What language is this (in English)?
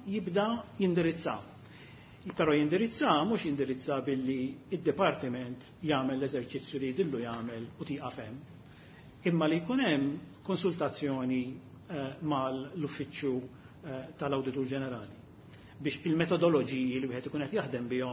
Maltese